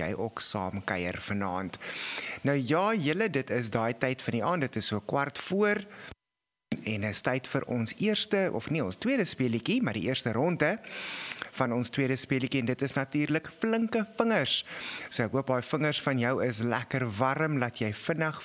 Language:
Afrikaans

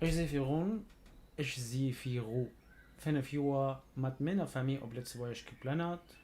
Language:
North Levantine Arabic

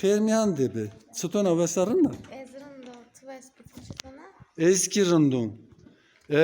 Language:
Zaza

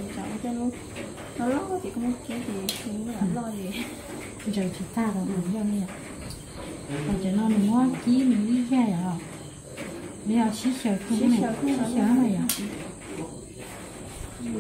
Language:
Vietnamese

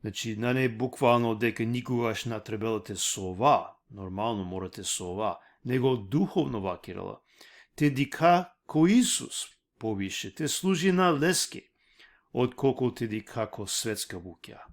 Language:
Balkan Romani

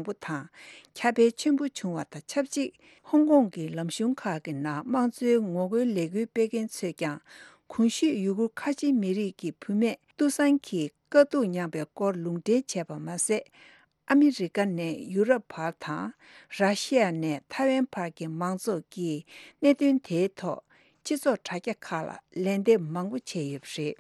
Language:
Tibetan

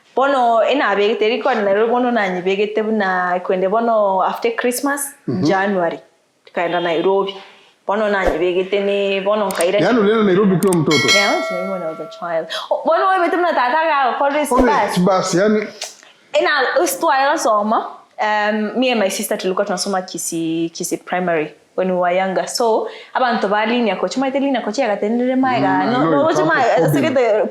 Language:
Gusii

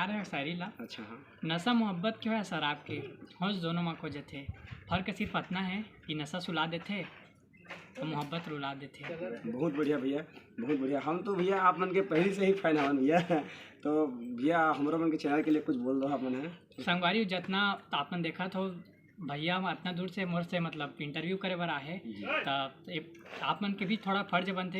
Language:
Chhattisgarhi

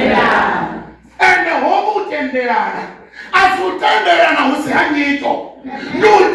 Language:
Venda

